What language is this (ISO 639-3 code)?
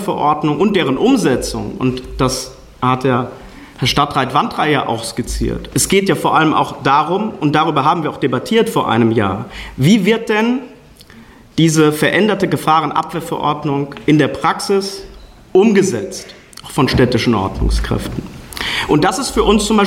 deu